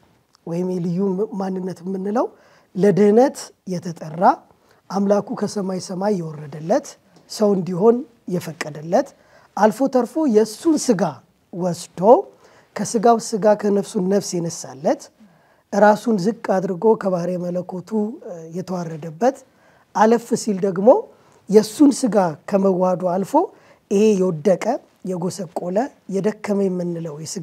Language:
Amharic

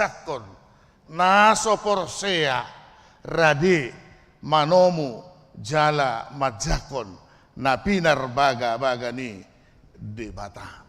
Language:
Batak Toba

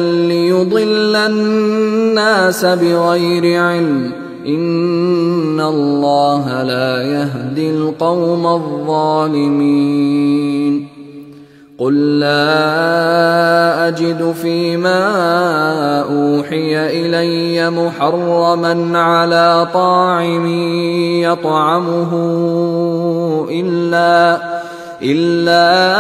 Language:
Arabic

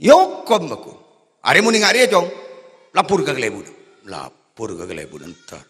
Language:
Madurese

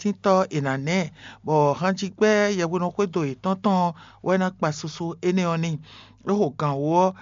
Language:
Fon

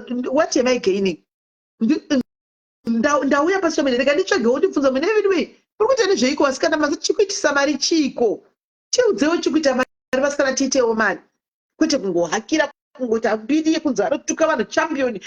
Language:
Shona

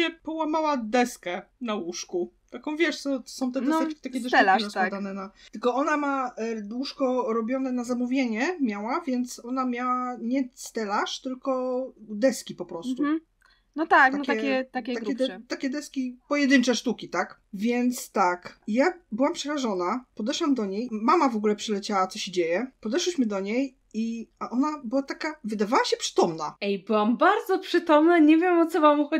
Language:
Polish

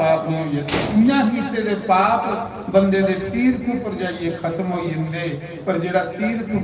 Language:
Dogri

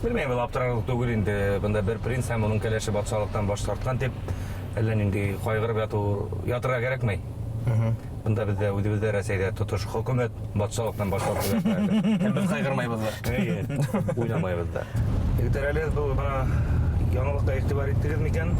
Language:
Bashkir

